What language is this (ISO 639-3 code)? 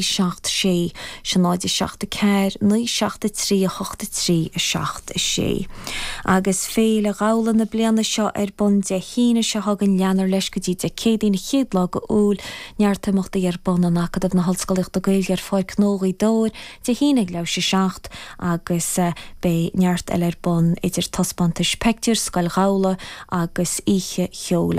gle